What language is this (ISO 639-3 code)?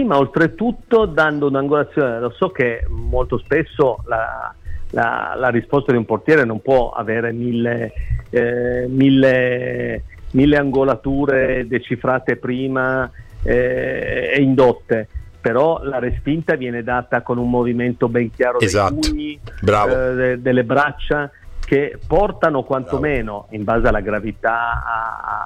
ita